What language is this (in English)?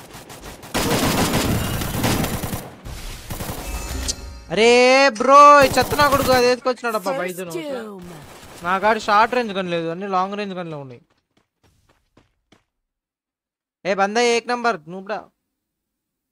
Telugu